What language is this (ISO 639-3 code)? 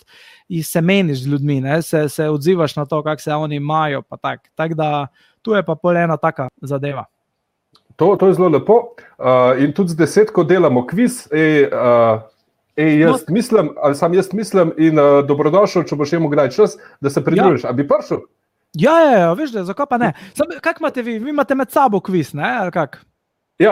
slv